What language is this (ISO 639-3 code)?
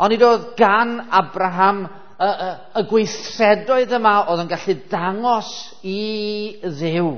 cym